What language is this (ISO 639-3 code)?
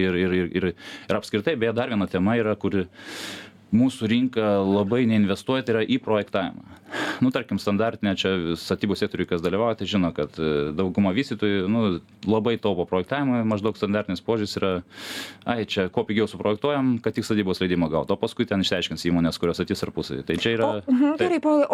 lit